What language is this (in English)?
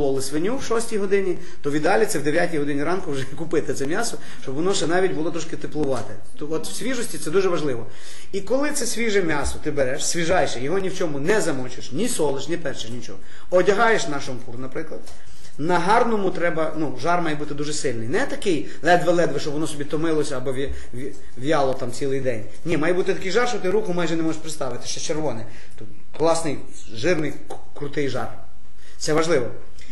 Ukrainian